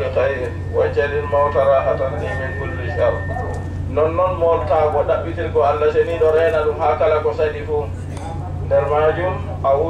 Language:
Adamawa Fulfulde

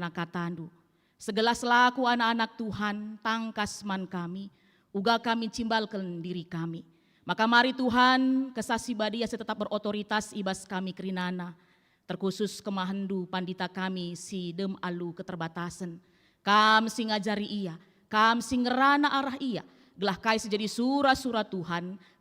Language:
Batak Karo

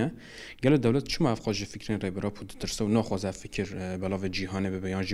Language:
Kurdish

